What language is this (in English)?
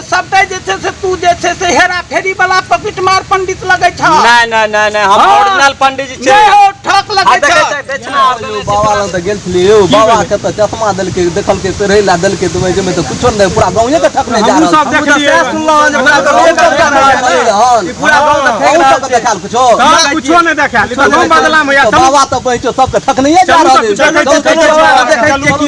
Maithili